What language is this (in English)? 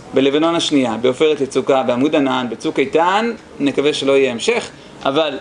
Hebrew